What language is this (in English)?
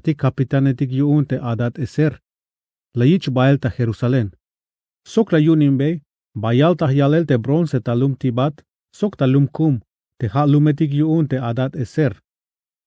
Tzeltal